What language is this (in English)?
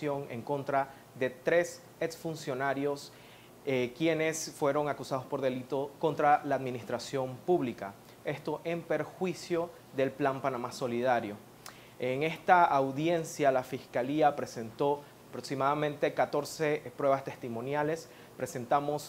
Spanish